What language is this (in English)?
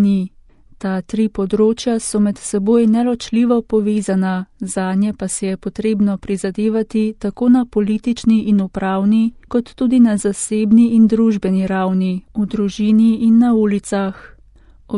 Slovenian